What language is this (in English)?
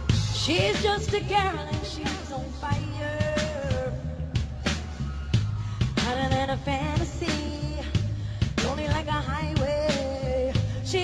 English